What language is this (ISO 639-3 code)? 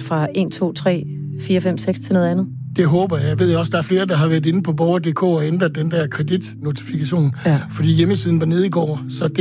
dan